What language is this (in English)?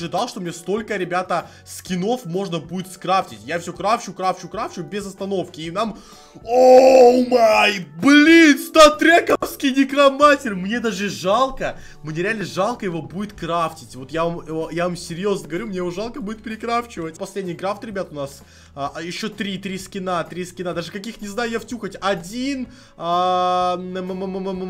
Russian